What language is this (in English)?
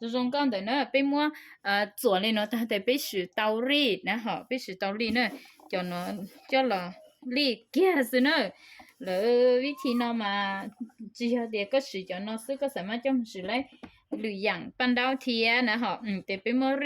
Hmong